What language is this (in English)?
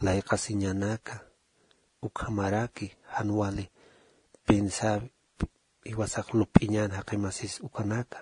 Aymara